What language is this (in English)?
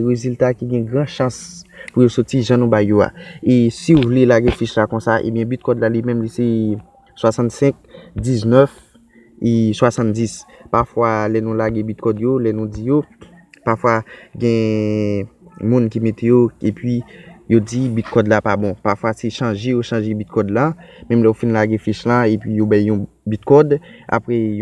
Haitian Creole